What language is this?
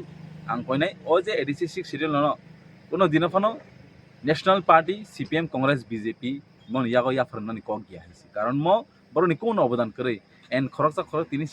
Kok Borok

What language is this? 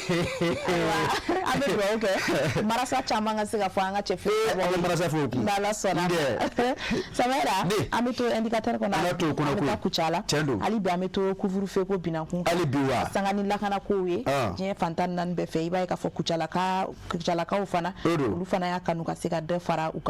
Bambara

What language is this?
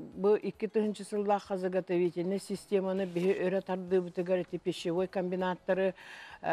Yakut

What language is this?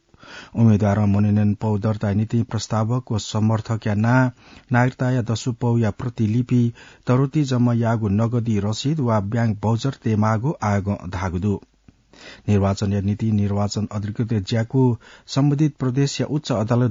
Newari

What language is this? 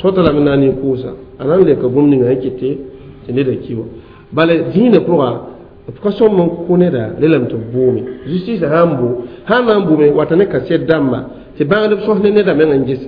Mossi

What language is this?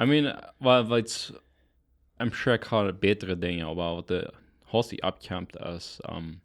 Plautdietsch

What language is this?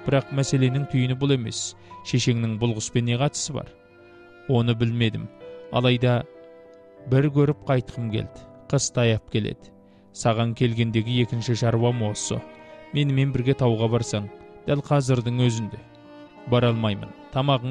Kazakh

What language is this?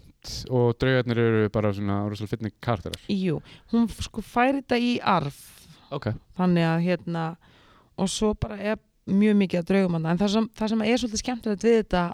Icelandic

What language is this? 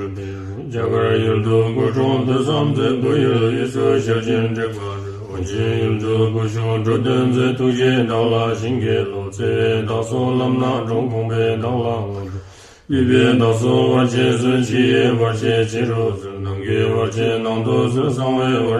Tibetan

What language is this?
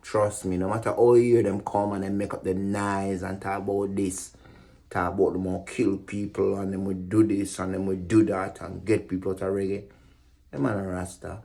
Jamaican Creole English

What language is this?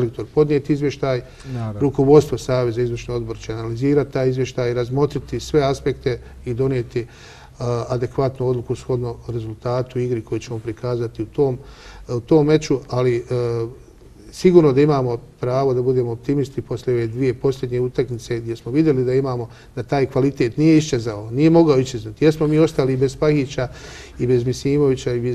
Bosnian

